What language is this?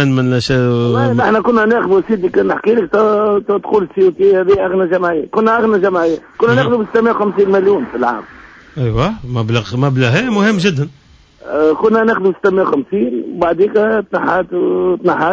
Tunisian Arabic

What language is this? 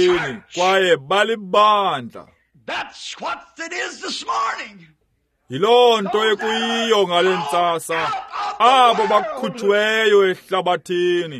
Xhosa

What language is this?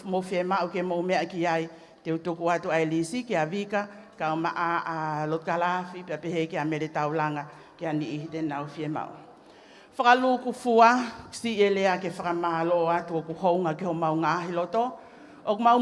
Tongan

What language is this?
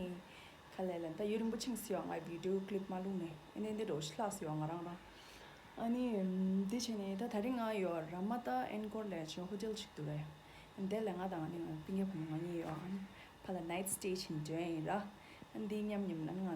Tibetan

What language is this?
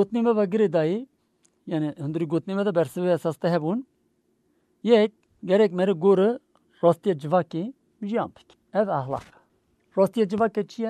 Kurdish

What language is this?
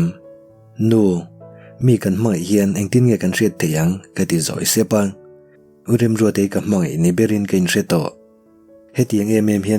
Mizo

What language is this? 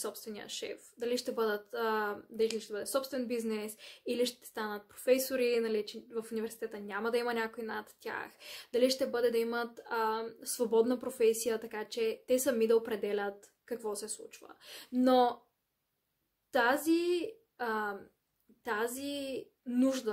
Bulgarian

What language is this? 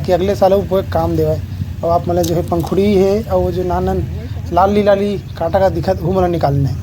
Chhattisgarhi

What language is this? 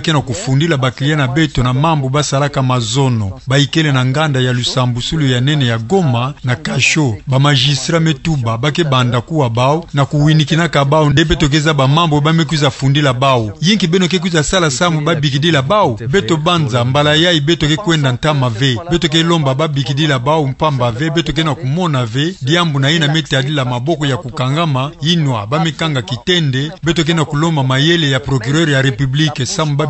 Kituba (Democratic Republic of Congo)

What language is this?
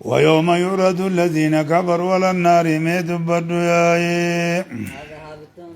Oromo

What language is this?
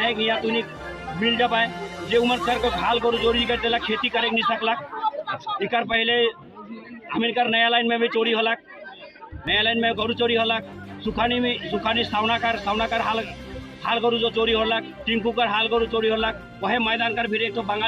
Sadri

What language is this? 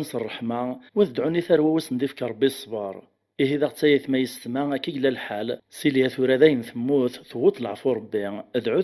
Kabyle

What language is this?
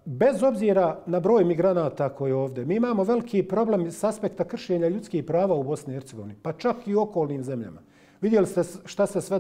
Bosnian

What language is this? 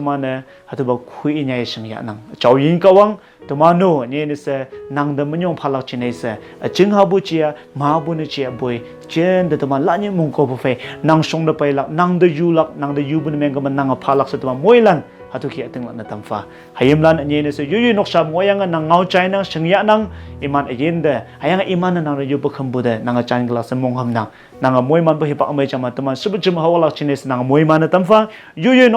Konyak Naga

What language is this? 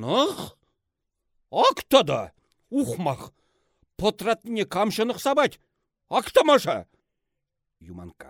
Chuvash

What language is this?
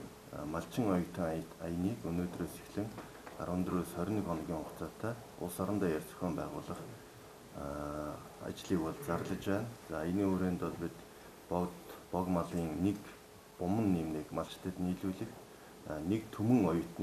Mongolian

